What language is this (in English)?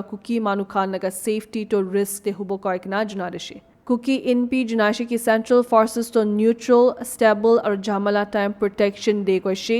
Naga Pidgin